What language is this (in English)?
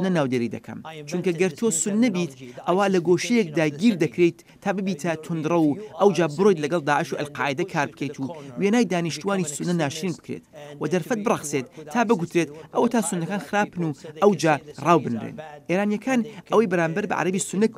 Central Kurdish